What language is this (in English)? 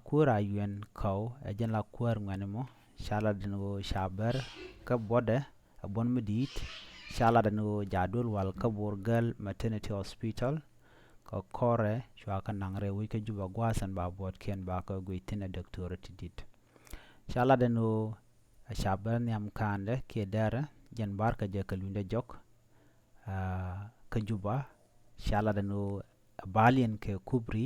Nuer